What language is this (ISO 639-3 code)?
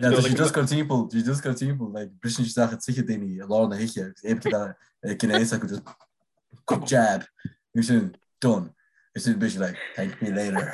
gle